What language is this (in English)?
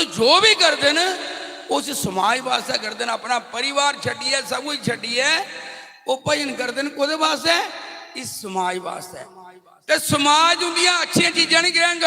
Dogri